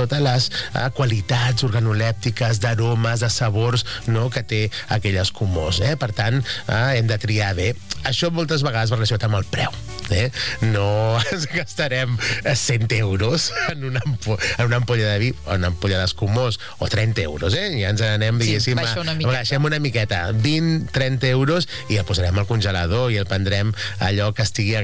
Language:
Catalan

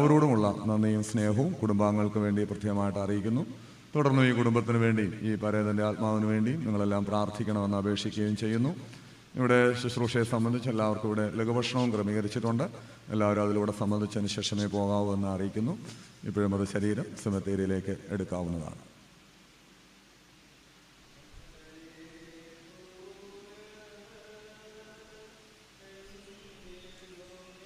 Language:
Malayalam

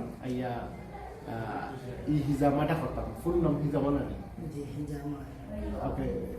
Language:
Sylheti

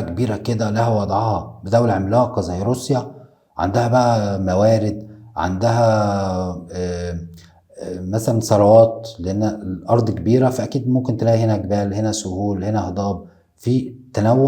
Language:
Egyptian Arabic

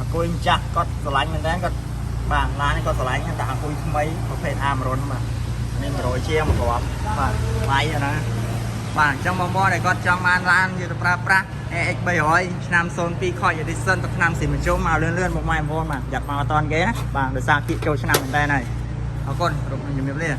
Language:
Khmer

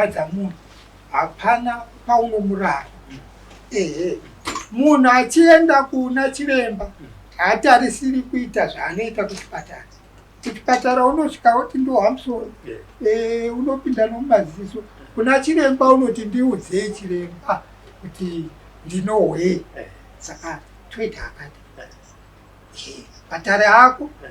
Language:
Shona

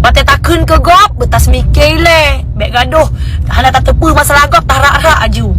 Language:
Achinese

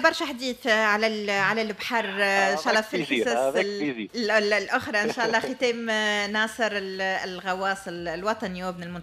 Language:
Tunisian Arabic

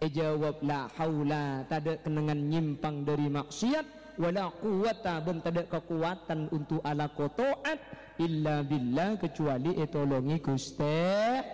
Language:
Madurese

